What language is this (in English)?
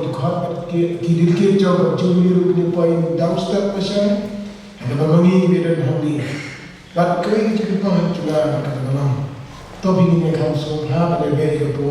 Khasi